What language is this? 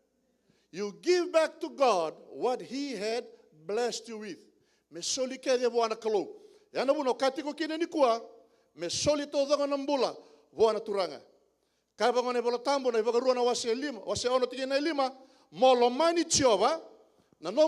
Fijian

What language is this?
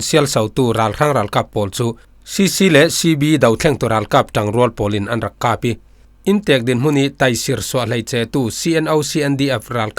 Falam Chin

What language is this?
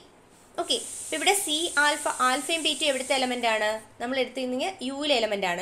Malayalam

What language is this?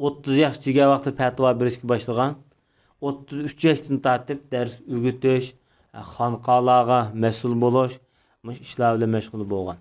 Uyghur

